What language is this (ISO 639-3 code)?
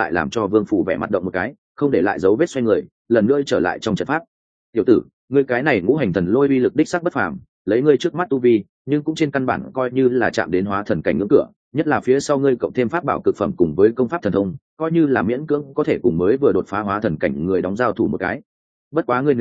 vie